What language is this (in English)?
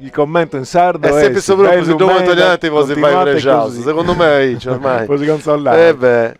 Sardinian